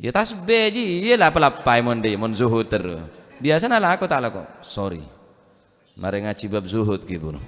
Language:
Madurese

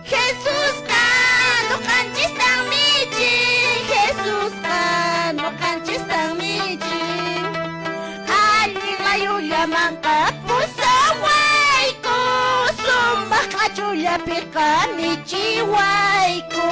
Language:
Quechua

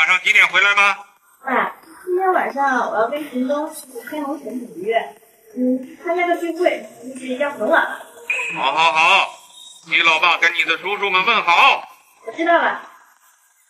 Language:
Chinese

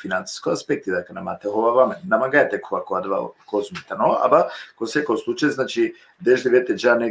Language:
Balkan Romani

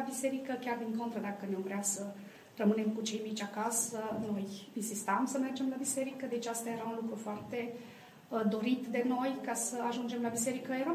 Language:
Romanian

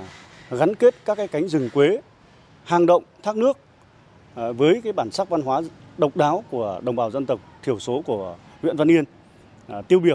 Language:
Vietnamese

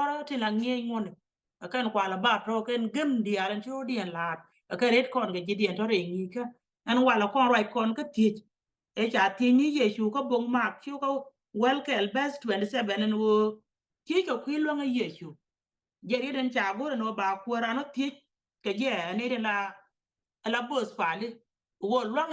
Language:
Nuer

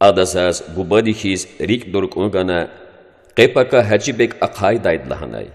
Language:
Lezghian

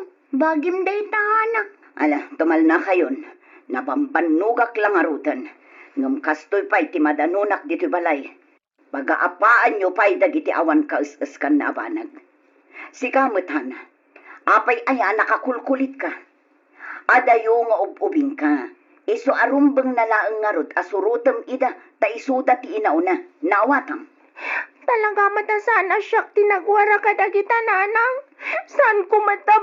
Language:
Iloko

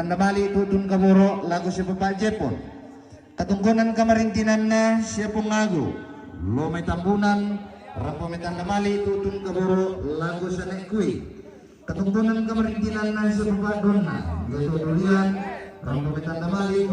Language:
Toraja-Sa'dan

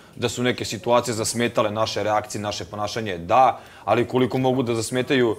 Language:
Serbian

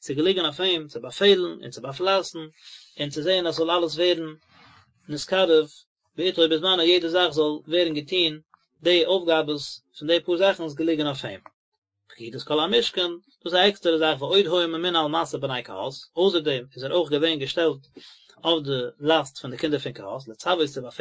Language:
Yiddish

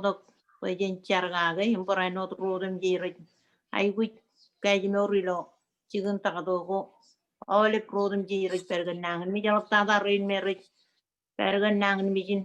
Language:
Marshallese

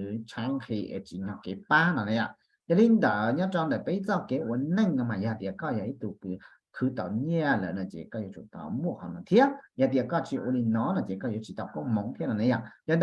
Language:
Hmong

